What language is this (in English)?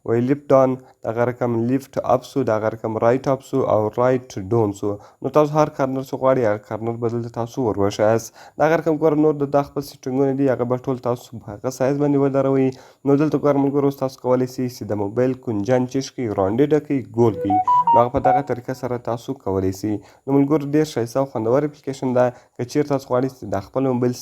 Pashto